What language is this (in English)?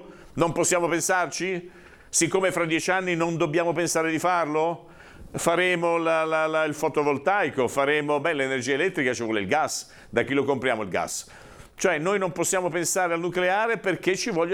Italian